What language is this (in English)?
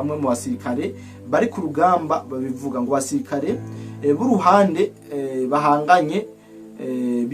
Rundi